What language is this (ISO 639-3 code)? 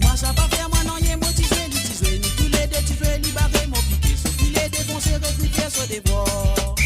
mfe